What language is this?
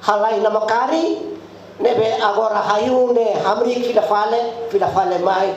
Tetum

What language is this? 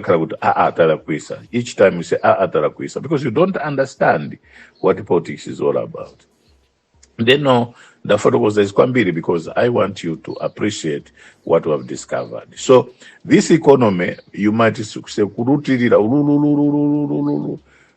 Nyanja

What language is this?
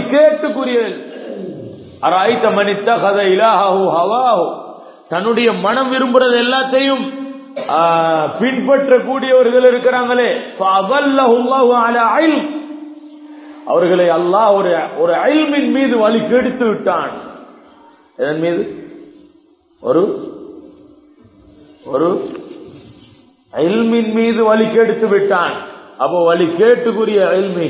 Tamil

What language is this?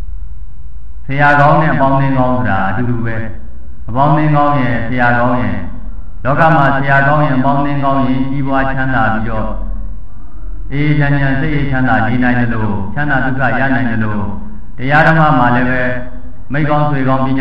Burmese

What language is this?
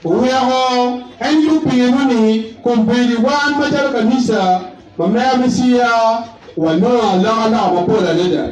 Acoli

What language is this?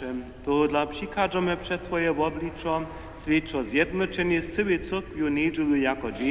Upper Sorbian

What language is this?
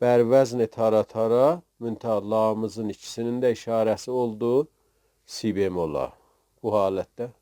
South Azerbaijani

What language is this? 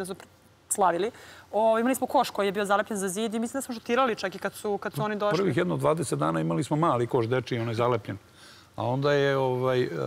Serbian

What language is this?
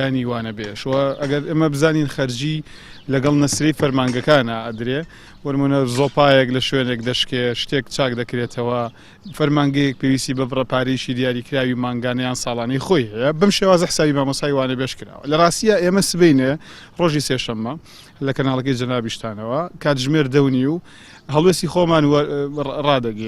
Central Kurdish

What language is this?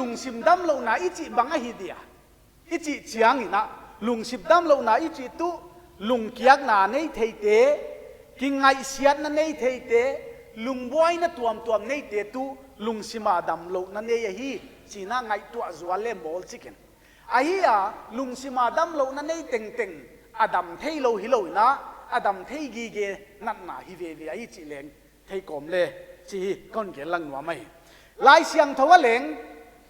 Paite Chin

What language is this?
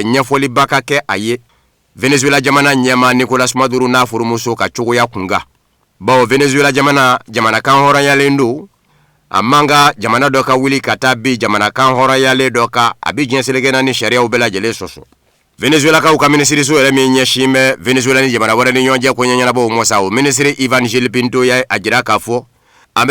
Bambara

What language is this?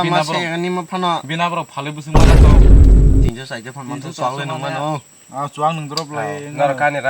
Kok Borok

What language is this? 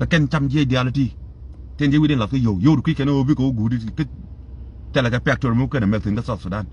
Nuer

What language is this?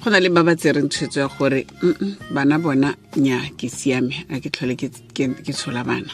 Tswana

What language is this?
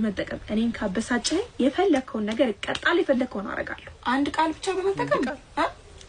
Amharic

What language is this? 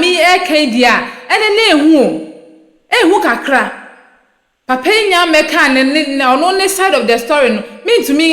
Akan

